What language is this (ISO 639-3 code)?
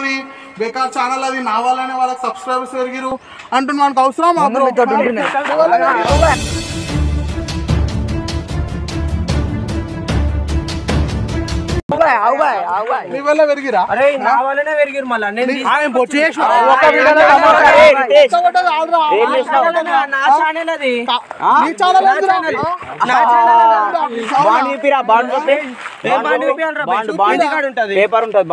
tel